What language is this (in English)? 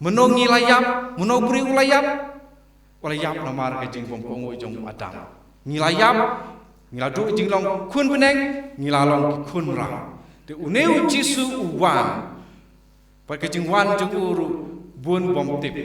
Khasi